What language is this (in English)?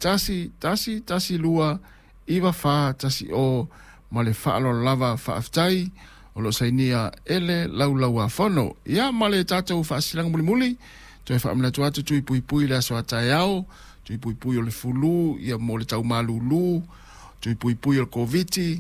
Samoan